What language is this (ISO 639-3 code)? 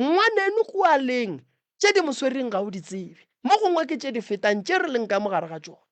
nso